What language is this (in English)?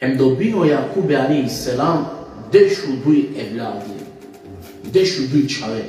Balkan Romani